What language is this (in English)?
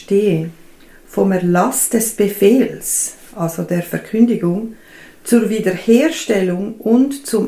Swiss German